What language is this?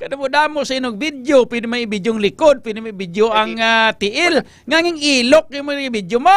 Hiligaynon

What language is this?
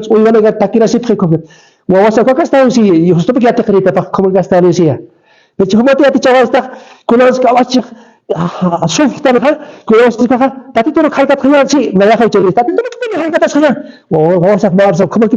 Aymara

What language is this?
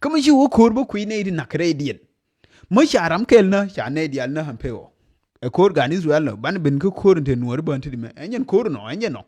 Nuer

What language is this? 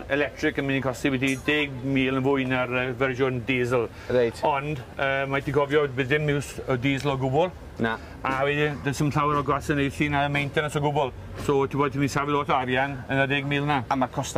Welsh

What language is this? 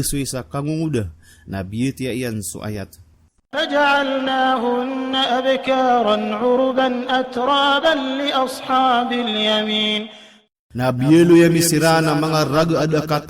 Maranao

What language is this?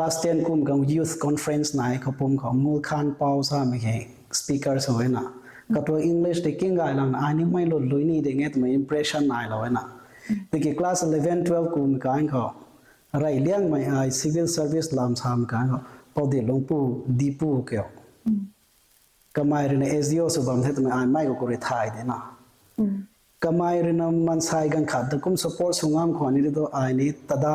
Rongmei Naga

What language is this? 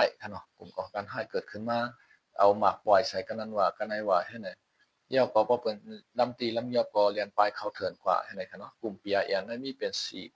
Shan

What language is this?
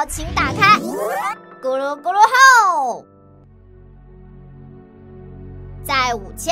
Chinese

